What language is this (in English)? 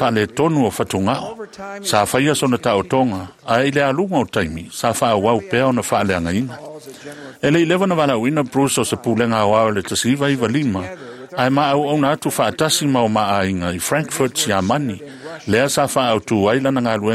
Samoan